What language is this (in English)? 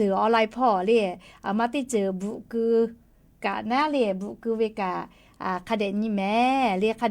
Lahu